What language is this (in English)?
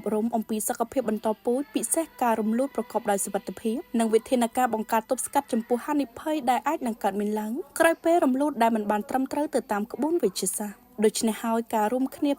Khmer